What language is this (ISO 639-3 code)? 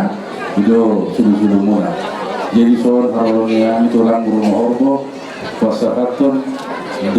bbc